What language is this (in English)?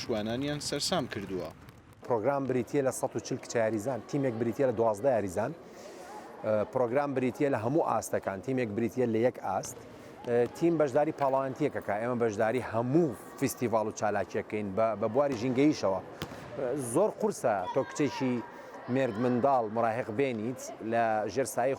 Central Kurdish